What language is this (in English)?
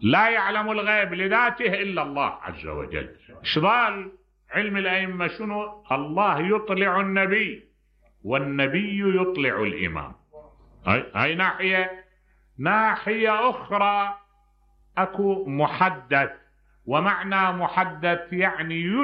Mesopotamian Arabic